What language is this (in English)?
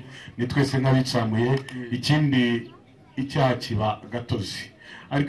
Kinyarwanda